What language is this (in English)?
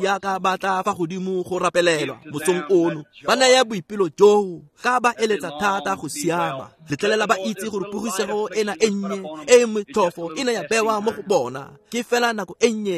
Tswana